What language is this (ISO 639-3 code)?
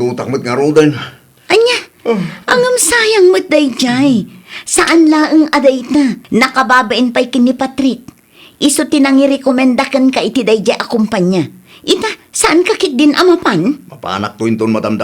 ilo